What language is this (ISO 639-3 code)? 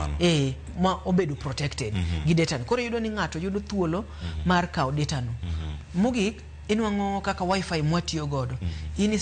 luo